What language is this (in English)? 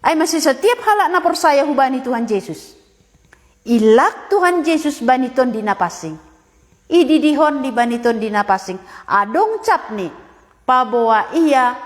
Batak Simalungun